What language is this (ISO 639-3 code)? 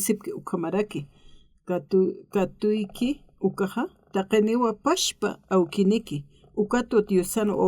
aym